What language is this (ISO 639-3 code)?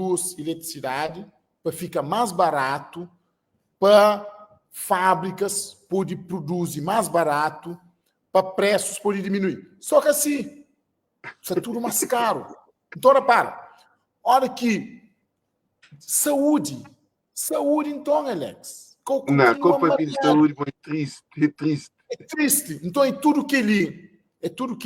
kea